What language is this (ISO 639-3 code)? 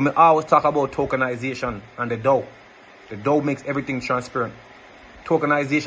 jam